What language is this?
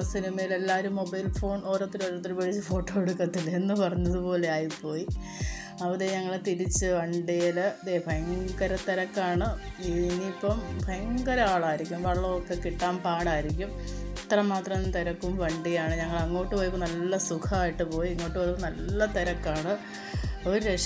Malayalam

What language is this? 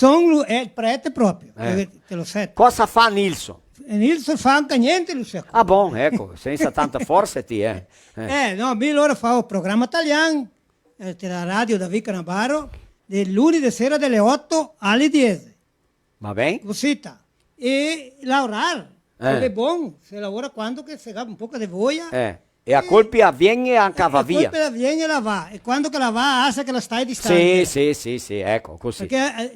Venetian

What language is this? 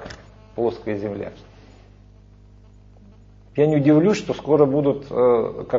Russian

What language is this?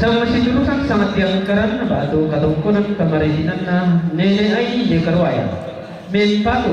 Toraja-Sa'dan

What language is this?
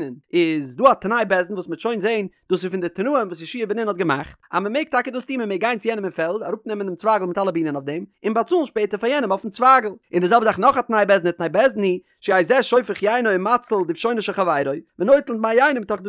Yiddish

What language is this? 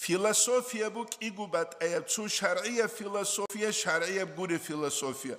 Avaric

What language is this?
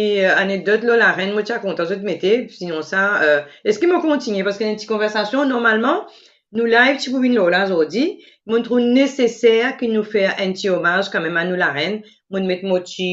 Morisyen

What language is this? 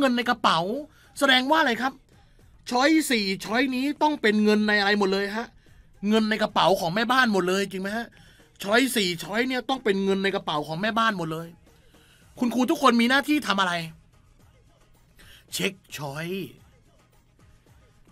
Thai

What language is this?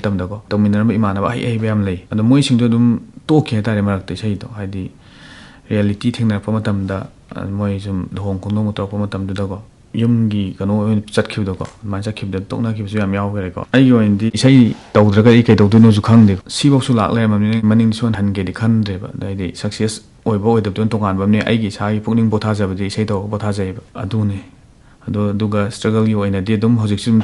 Manipuri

